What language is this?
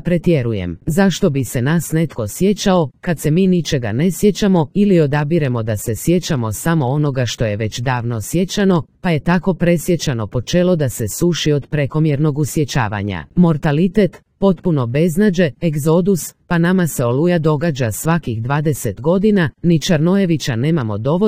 Croatian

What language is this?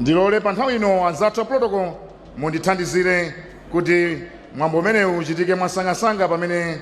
Nyanja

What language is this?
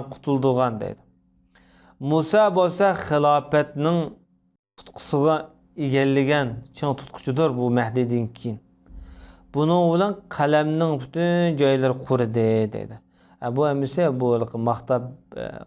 Uyghur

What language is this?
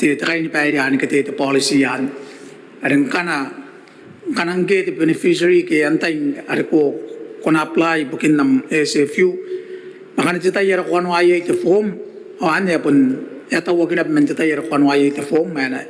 Gilbertese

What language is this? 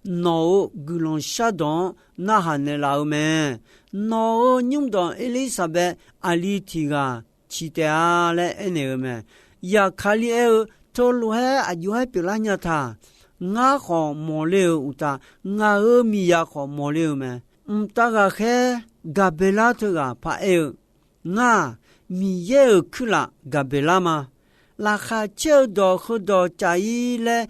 Akha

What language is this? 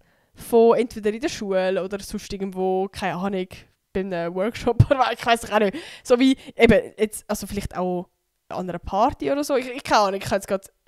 Swiss German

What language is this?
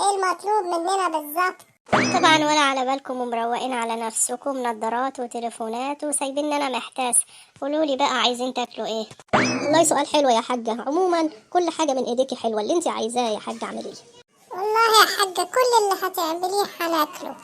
Egyptian Arabic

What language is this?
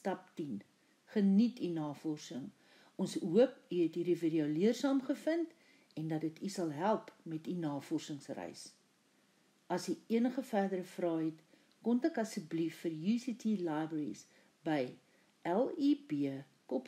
Afrikaans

